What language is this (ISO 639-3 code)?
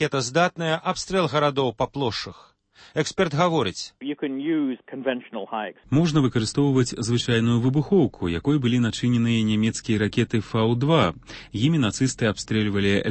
bel